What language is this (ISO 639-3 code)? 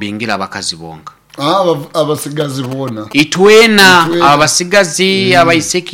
nyo